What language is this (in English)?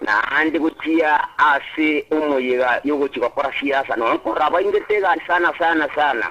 Gusii